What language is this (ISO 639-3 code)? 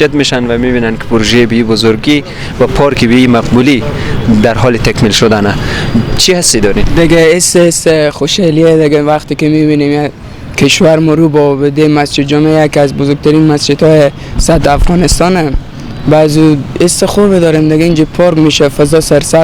fas